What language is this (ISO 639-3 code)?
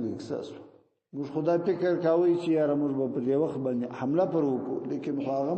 pus